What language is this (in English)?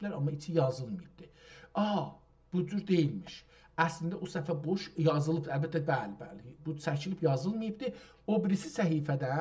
South Azerbaijani